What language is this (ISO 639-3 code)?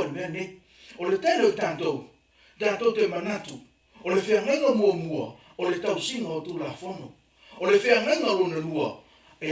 smo